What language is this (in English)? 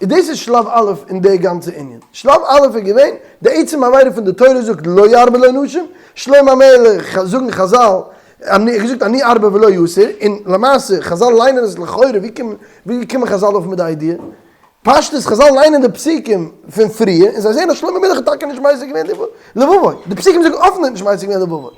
Yiddish